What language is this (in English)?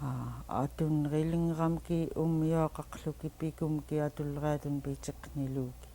Central Yupik